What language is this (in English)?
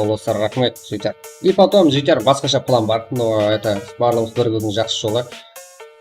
Kara-Kalpak